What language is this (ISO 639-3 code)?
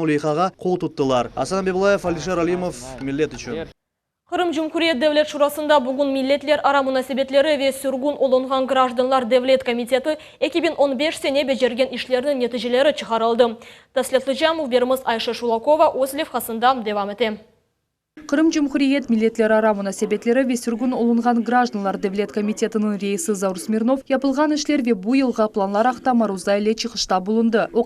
crh